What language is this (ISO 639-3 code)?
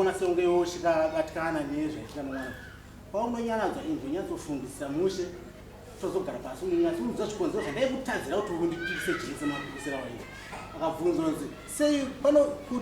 sna